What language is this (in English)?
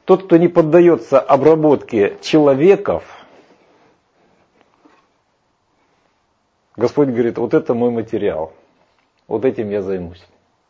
Russian